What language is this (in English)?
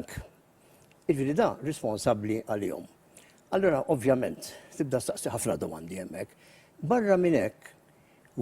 Maltese